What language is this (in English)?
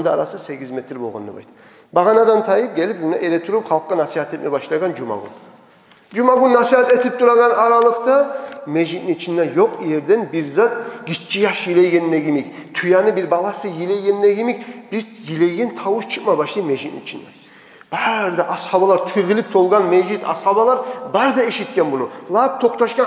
Kumyk